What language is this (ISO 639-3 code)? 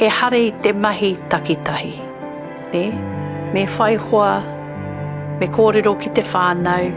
mri